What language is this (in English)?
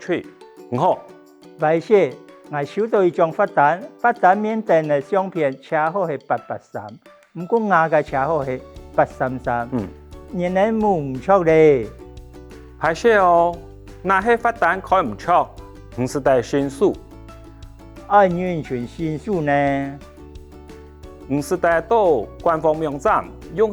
Hakka Chinese